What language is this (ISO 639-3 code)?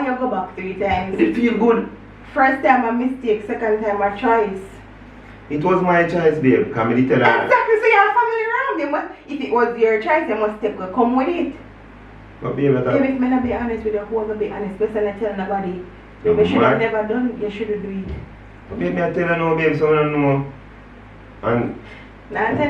jam